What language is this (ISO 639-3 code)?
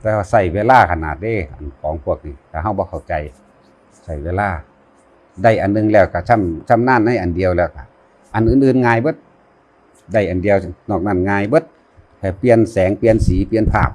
tts